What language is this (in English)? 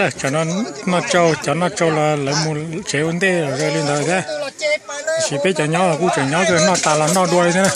Hmong